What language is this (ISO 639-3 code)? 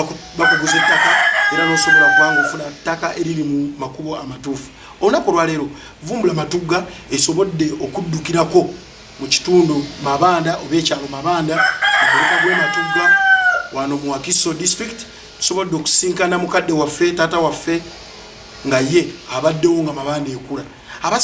lug